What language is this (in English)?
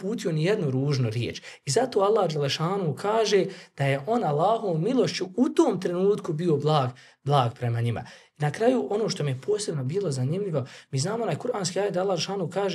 Bosnian